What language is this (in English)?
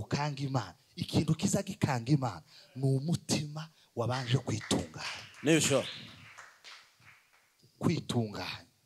Kinyarwanda